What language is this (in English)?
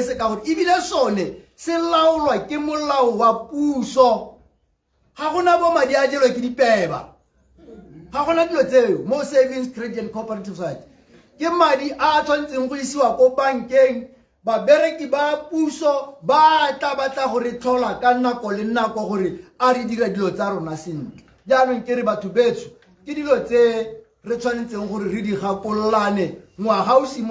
Tswana